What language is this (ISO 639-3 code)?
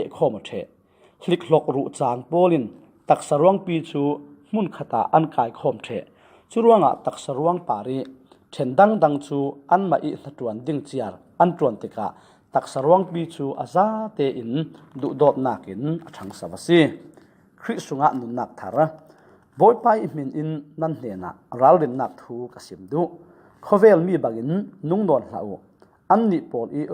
cfm